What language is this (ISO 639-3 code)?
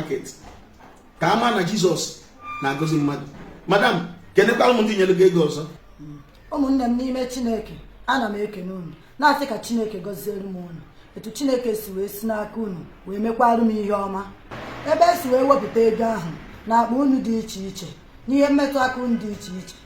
ibo